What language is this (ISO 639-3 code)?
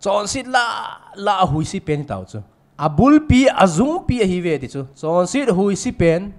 tcz